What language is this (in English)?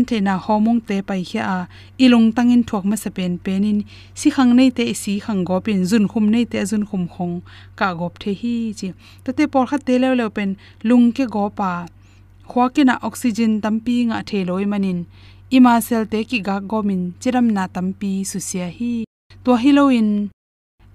Tedim Chin